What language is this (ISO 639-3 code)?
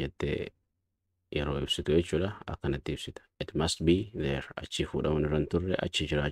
orm